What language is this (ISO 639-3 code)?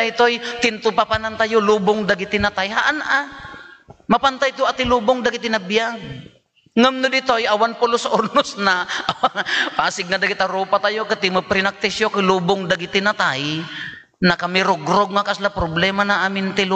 ilo